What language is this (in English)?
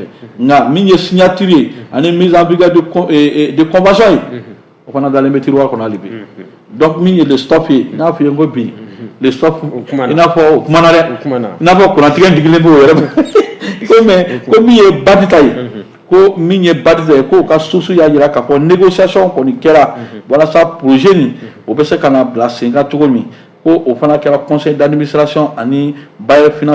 Bambara